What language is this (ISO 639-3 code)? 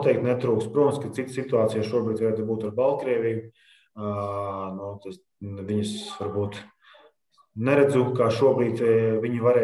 lav